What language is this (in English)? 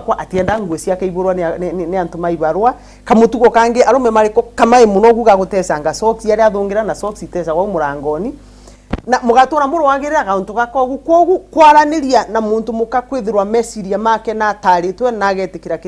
Meru